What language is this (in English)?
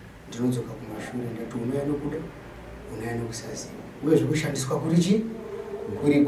Shona